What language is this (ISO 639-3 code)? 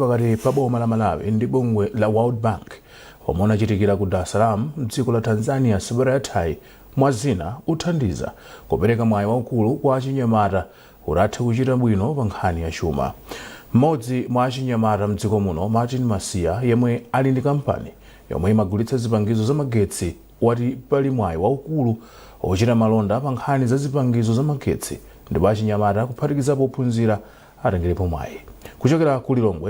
nya